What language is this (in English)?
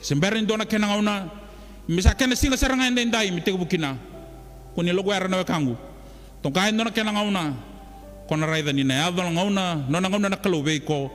Fijian